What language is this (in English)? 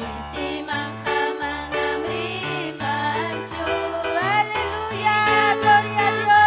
Ayacucho Quechua